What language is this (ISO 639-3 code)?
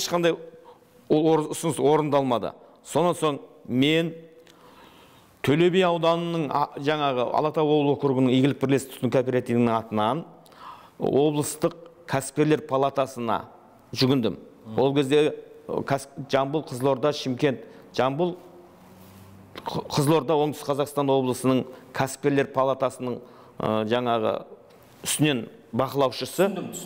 kaz